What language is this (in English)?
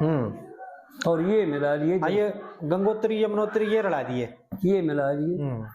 Haryanvi